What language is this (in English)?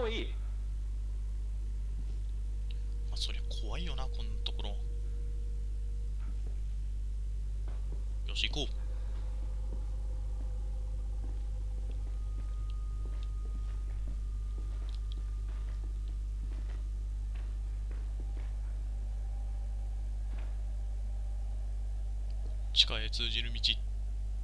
Japanese